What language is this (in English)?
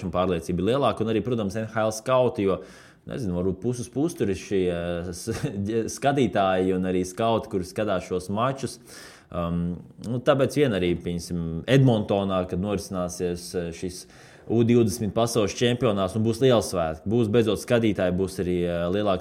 Latvian